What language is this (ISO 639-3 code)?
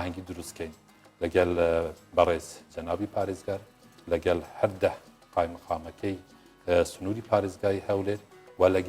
ckb